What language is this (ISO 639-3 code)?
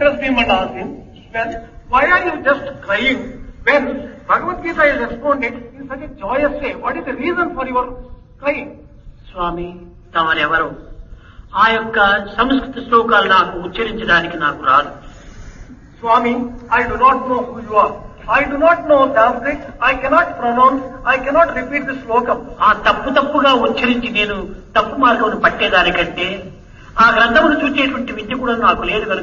tel